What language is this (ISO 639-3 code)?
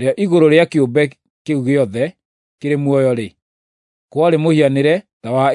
kik